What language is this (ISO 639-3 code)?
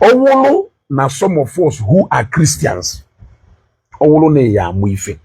ibo